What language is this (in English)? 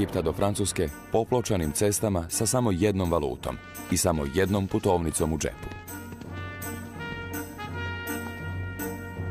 Croatian